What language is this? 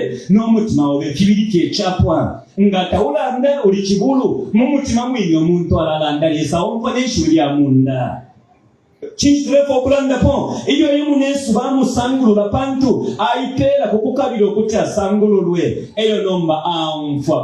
Bemba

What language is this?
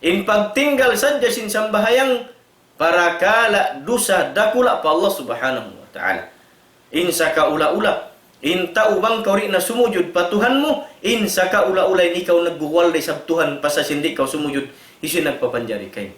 Tausug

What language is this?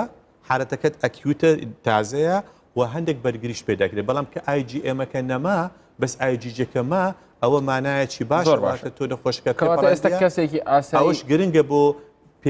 Central Kurdish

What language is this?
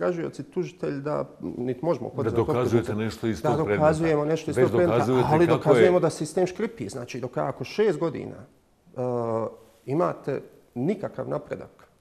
Bosnian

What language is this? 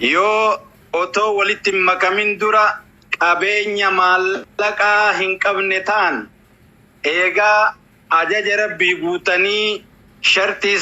Oromo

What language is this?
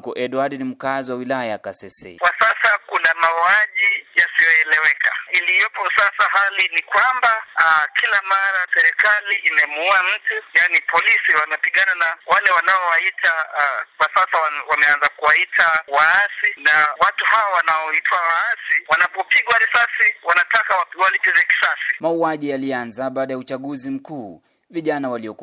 Swahili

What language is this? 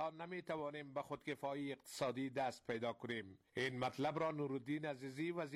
Persian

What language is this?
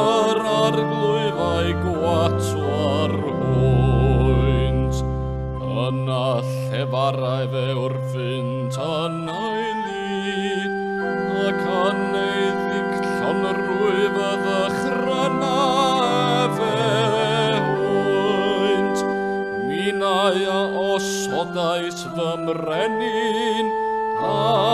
Welsh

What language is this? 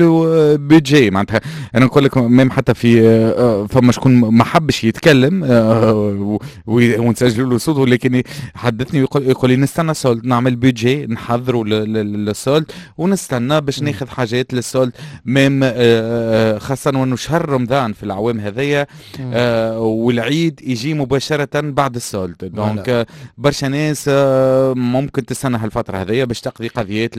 Tunisian Arabic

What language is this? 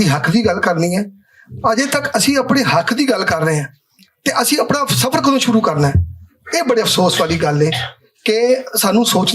Western Panjabi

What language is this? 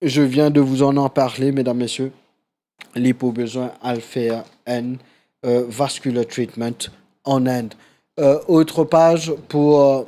Morisyen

